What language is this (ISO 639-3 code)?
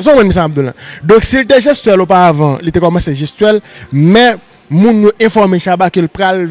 hat